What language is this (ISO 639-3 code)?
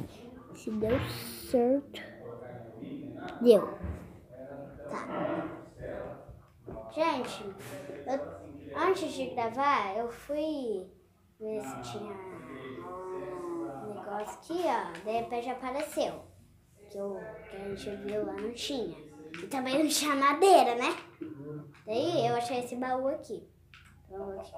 por